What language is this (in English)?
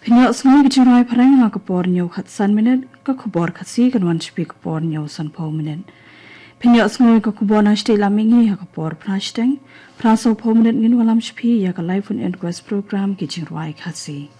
Khasi